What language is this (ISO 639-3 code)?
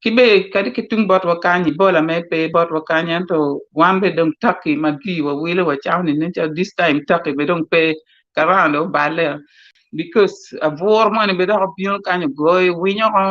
ach